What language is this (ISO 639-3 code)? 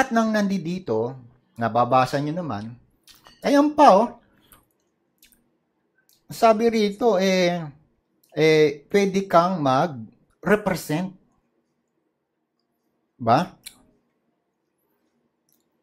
fil